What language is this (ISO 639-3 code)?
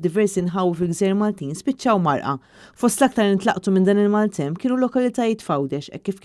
mlt